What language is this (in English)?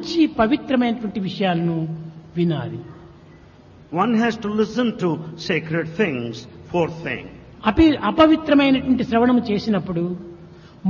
Telugu